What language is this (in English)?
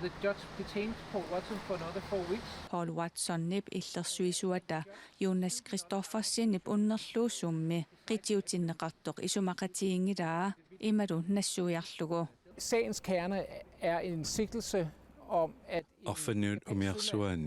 Kalaallisut